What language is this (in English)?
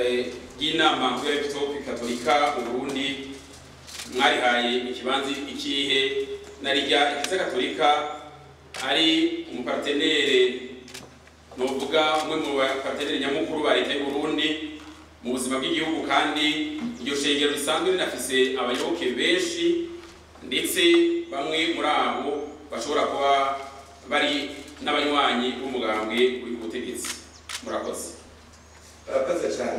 Rundi